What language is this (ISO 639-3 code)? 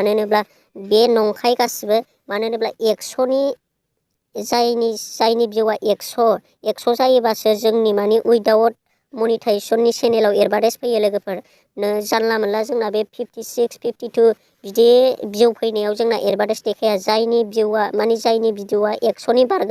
brx